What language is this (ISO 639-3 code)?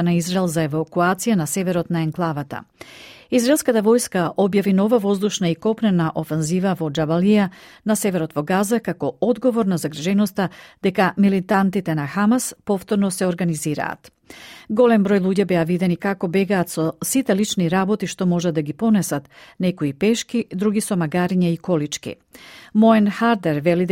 mkd